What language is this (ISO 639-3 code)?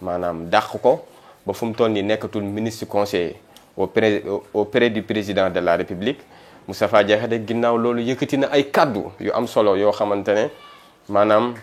wol